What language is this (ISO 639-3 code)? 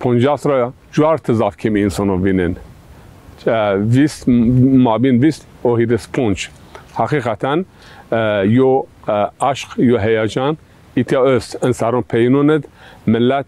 zza